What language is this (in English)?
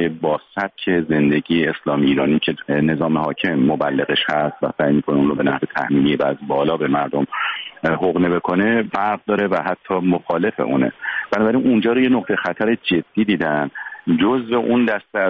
Persian